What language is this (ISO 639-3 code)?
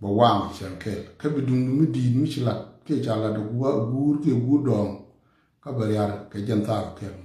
nus